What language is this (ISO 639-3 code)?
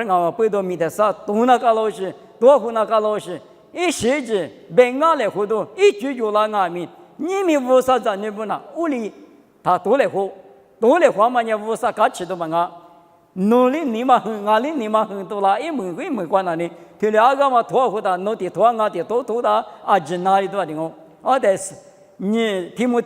lis